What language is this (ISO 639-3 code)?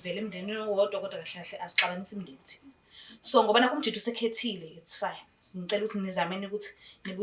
zul